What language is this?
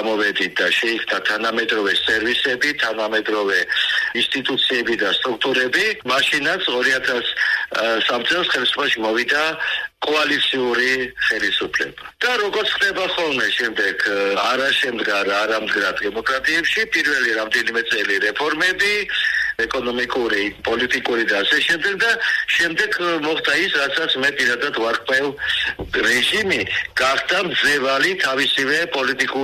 Georgian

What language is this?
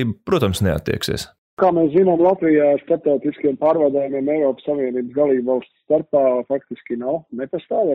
Latvian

